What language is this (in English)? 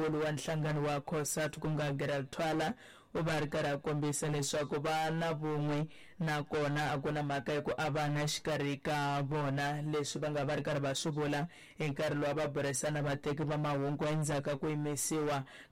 Tsonga